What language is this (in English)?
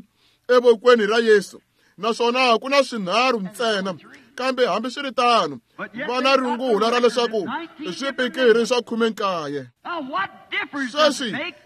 Tsonga